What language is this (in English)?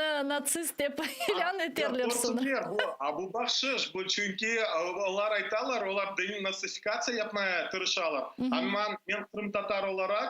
Crimean Tatar